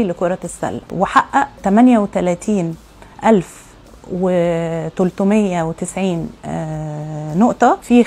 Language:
Egyptian Arabic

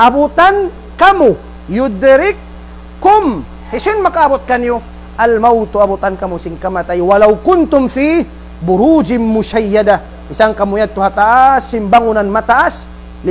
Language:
Tausug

